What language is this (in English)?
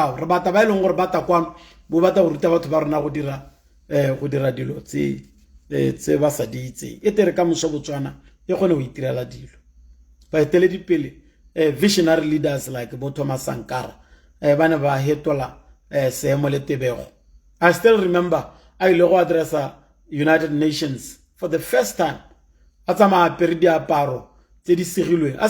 Tswana